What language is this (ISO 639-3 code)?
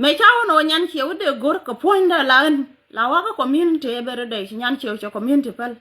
nus